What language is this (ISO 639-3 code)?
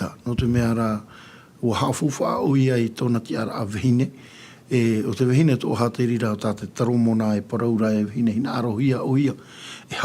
tah